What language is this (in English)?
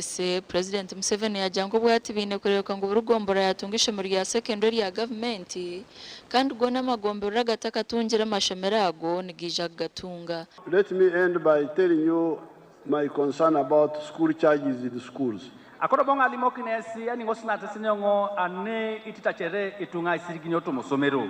Nyankole